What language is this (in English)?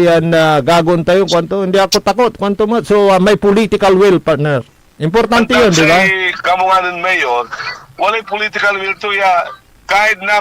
Pangasinan